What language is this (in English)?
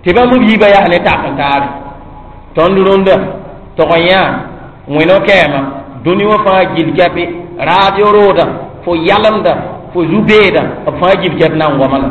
Mossi